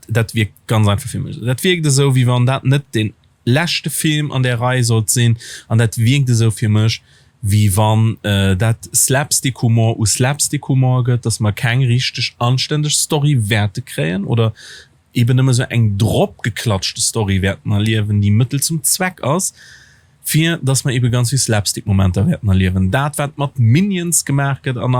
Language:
Luxembourgish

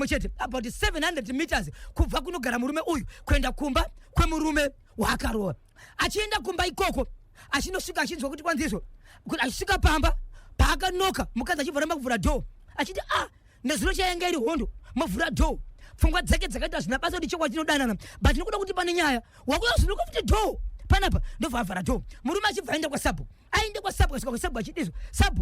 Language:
Shona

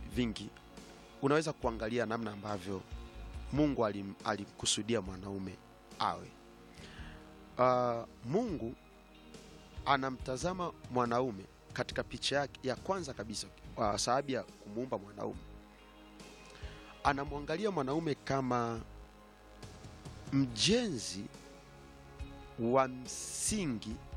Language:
Swahili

